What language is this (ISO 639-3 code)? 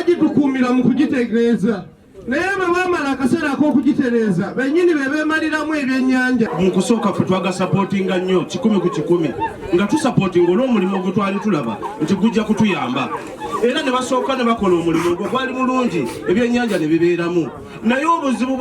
lug